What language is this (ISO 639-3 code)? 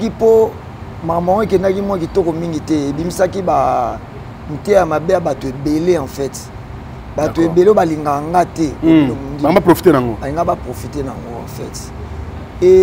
lin